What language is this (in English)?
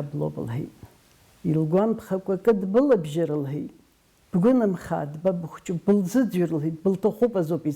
Abkhazian